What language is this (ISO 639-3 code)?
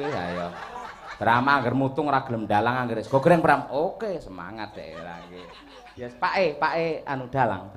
jav